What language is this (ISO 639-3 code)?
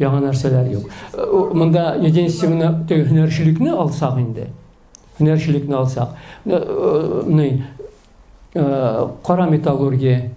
tat